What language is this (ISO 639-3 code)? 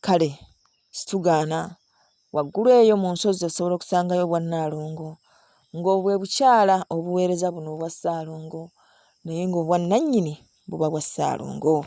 lug